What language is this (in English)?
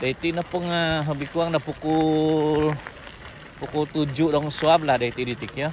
Central Dusun